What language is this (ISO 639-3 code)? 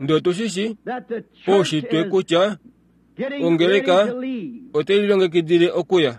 kua